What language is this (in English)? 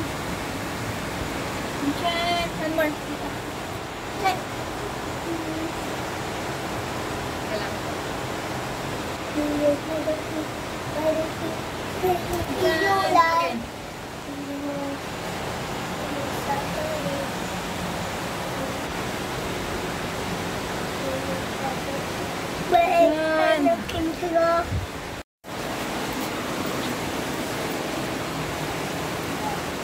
Filipino